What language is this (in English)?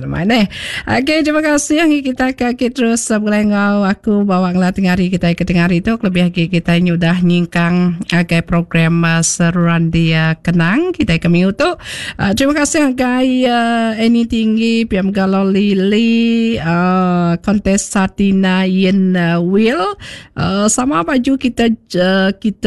Iban